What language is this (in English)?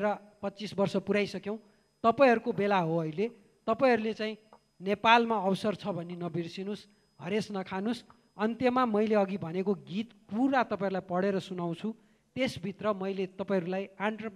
Nepali